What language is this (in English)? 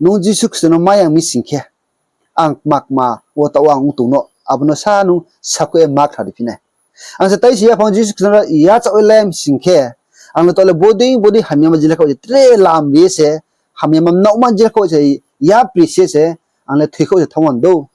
Riang (India)